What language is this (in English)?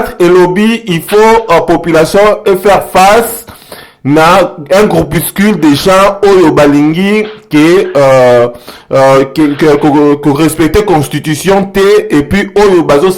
Lingala